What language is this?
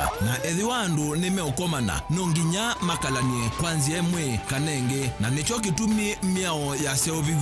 Kamba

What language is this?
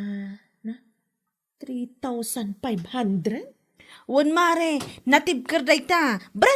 Iloko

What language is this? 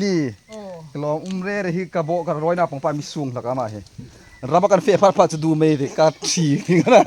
Hmar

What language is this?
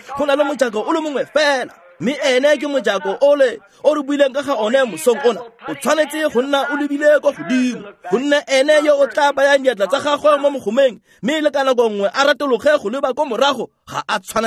Tswana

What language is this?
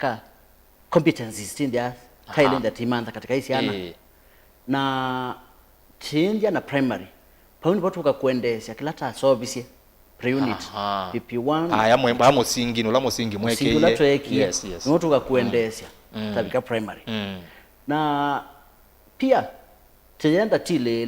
Kamba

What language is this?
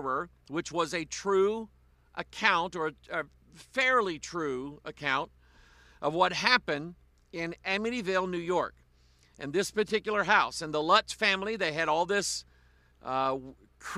English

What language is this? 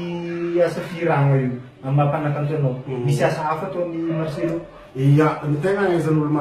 Malagasy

